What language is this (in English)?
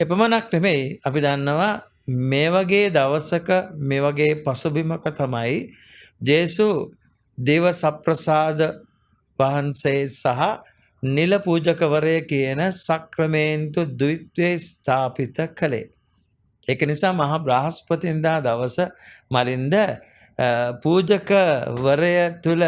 Sinhala